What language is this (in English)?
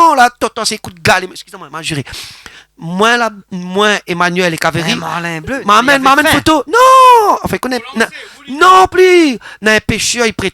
Réunion Creole French